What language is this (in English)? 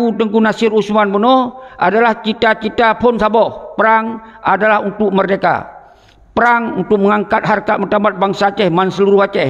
Achinese